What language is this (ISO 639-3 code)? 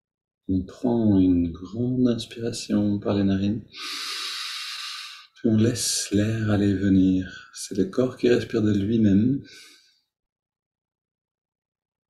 fra